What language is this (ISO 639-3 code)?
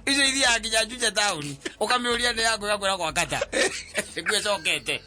kik